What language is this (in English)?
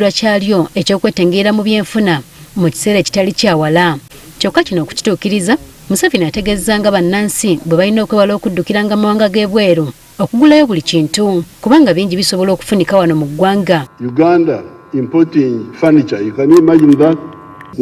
Ganda